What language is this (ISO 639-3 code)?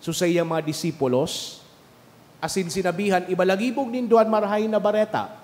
bik